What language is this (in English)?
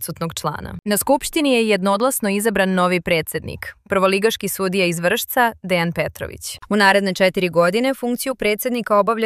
Serbian